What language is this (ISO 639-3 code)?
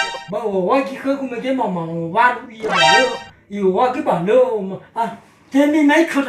nia